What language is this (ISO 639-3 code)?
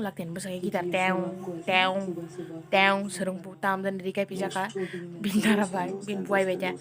trp